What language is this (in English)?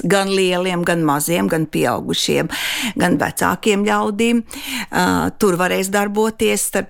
Latvian